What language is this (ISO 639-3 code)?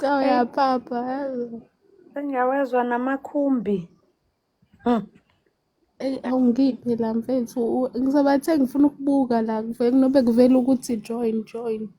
zul